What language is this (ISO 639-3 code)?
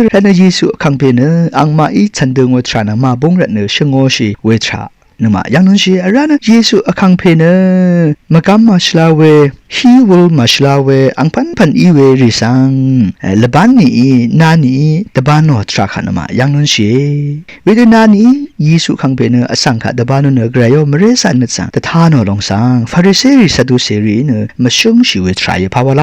raw